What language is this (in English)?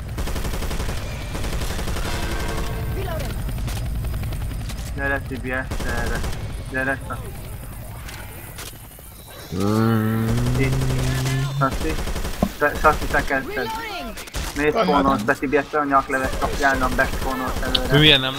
Hungarian